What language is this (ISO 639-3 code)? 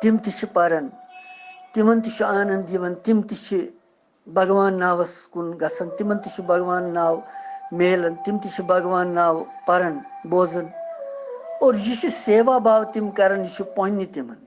kas